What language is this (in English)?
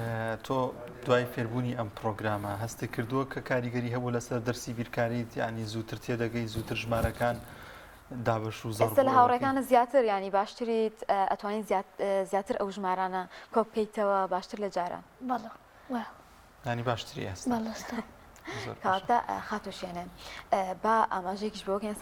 Central Kurdish